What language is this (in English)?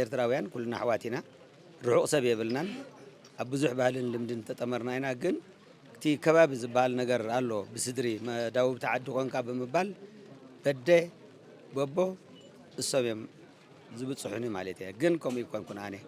Tigrinya